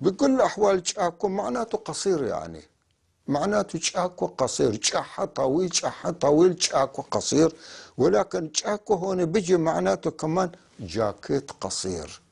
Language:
North Levantine Arabic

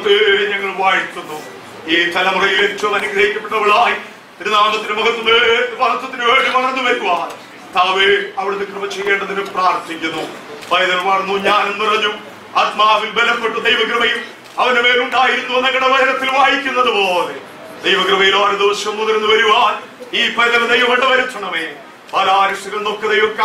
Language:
Malayalam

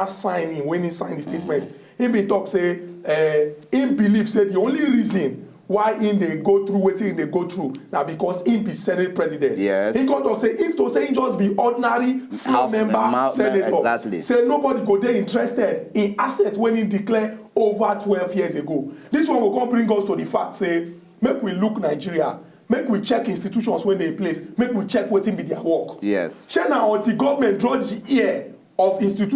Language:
Nigerian Pidgin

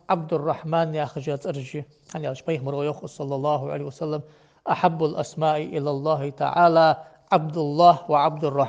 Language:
Ingush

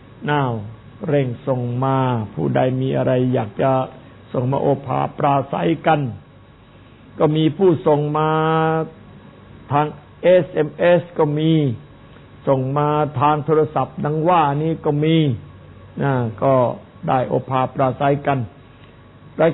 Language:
Thai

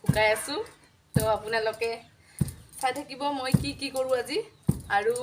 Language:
Assamese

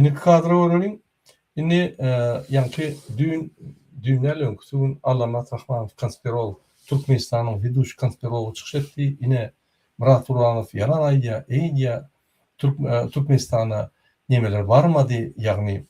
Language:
Turkmen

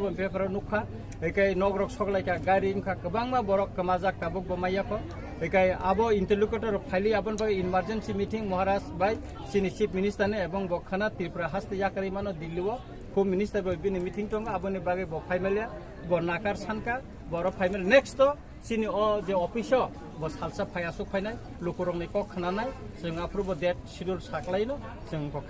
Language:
Kok Borok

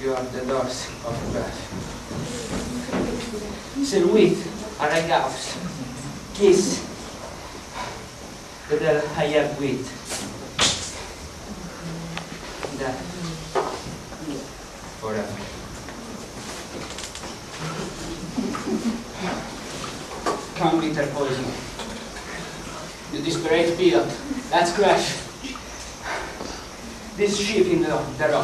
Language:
Italian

